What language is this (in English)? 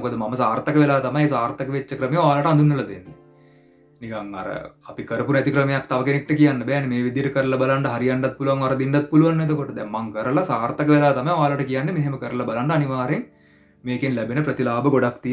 Sinhala